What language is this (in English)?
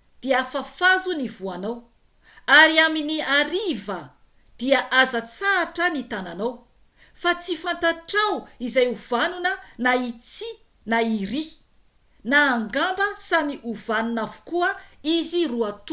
Malagasy